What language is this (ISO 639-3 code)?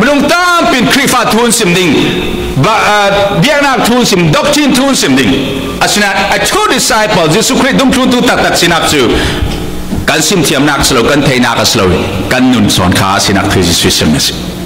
cfm